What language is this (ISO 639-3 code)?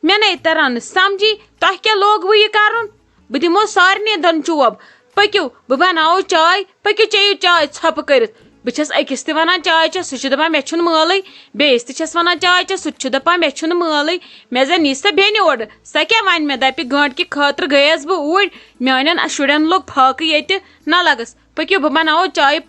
kas